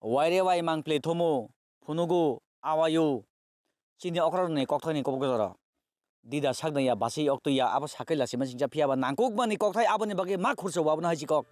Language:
Kok Borok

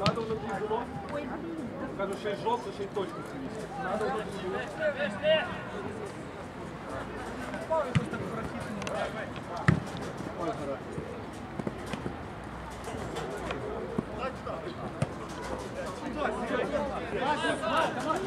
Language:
Ukrainian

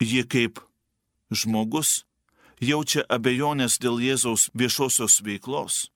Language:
Lithuanian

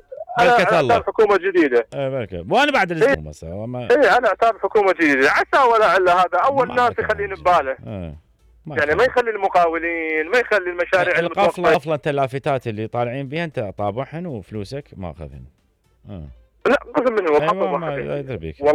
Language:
Mesopotamian Arabic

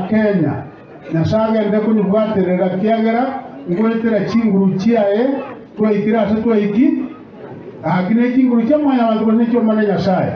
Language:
Gusii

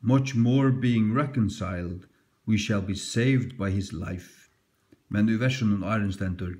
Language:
Faroese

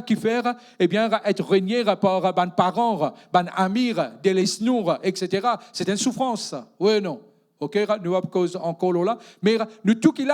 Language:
Morisyen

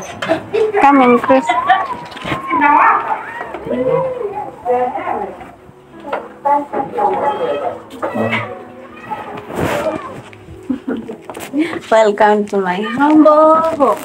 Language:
Swahili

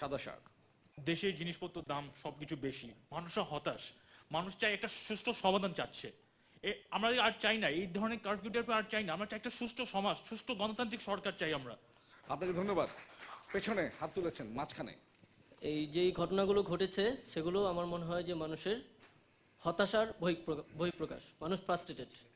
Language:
Bangla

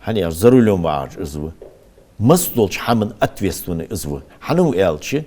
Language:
Ingush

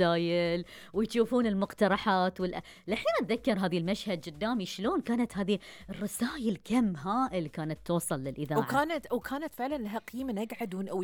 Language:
Gulf Arabic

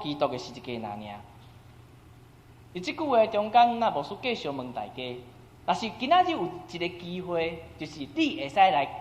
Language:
Min Nan Chinese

